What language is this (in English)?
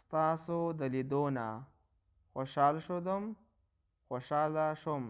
Pashto